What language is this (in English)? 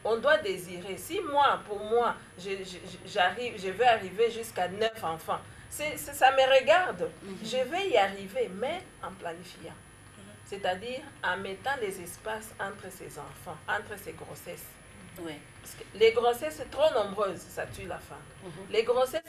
French